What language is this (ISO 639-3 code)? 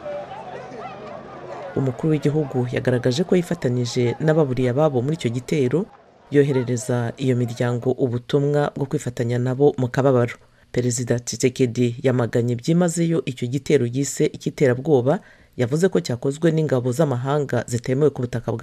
kin